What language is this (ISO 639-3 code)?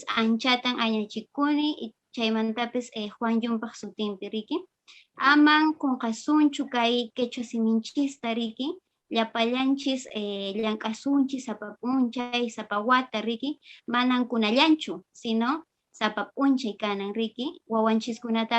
que